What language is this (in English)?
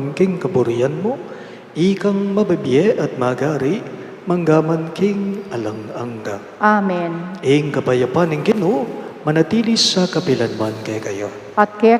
Pampanga